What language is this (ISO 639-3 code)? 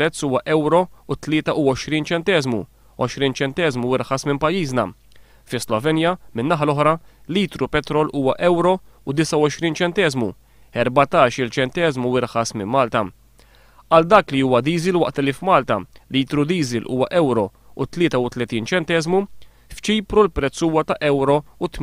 mlt